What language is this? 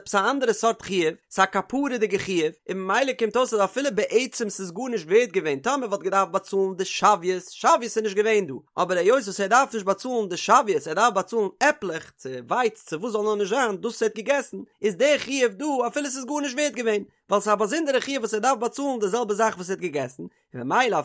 Yiddish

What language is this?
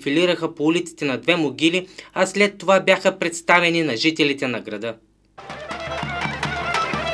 Bulgarian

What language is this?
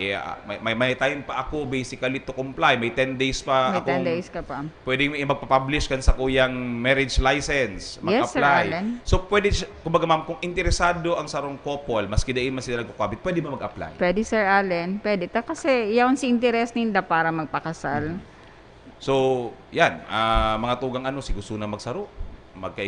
Bikol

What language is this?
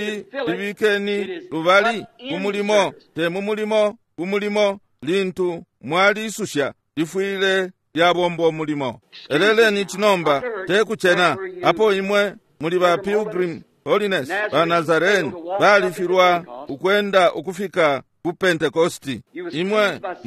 Bemba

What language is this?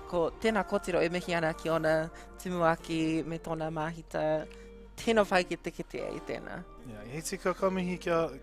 Māori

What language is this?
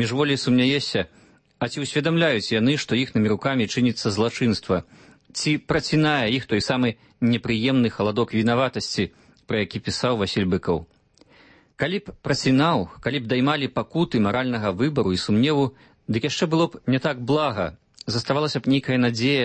Belarusian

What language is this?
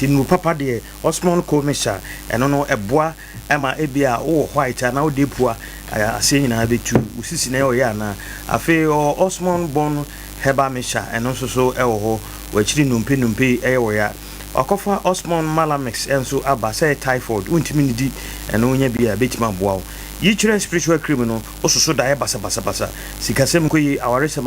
Akan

